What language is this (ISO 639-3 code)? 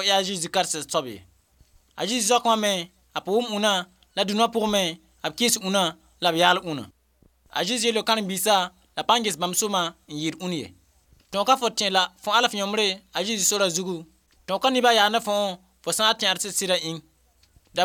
mos